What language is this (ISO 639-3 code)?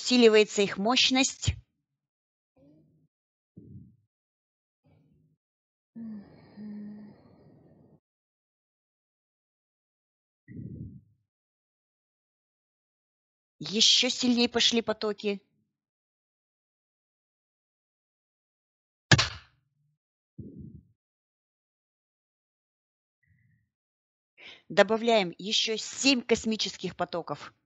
rus